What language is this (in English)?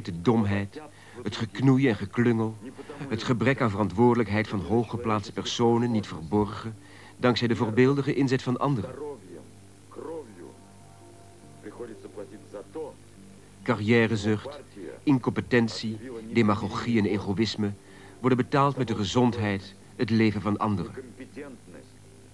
Dutch